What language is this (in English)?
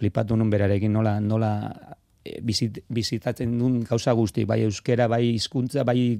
Basque